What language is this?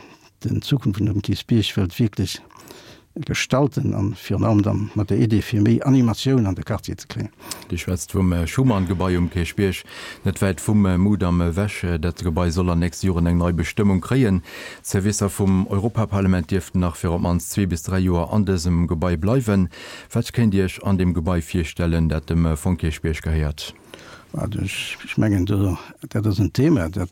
Luxembourgish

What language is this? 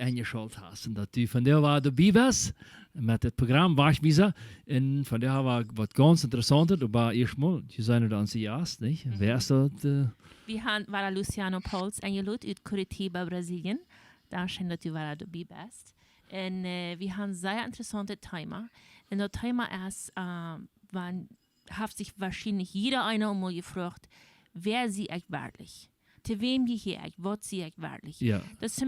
Plautdietsch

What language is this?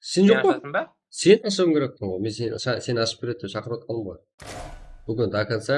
Kara-Kalpak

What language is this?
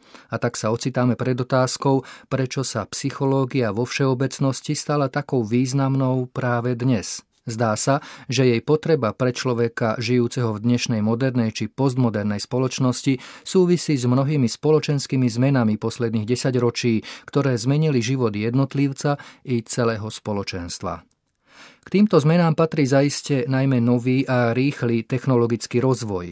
Slovak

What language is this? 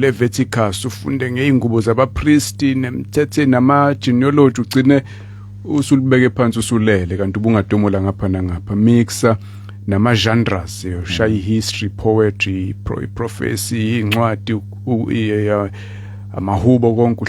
Zulu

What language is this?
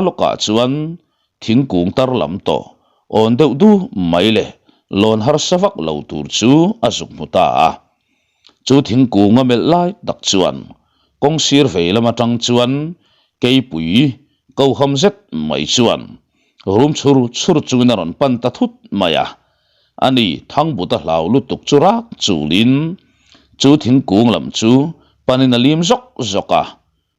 Mizo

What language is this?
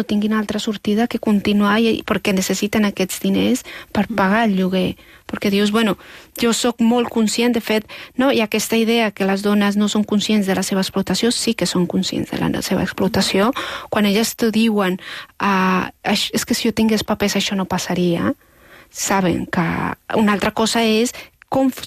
Catalan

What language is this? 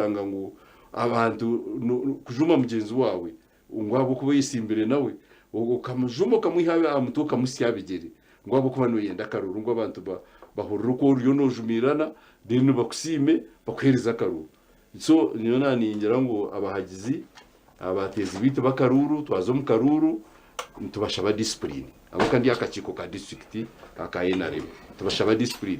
Nyankole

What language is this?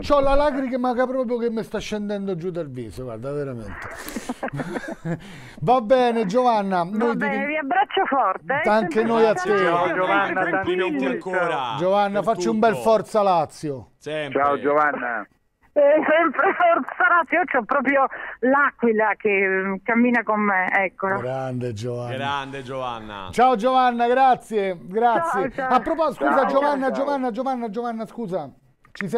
Italian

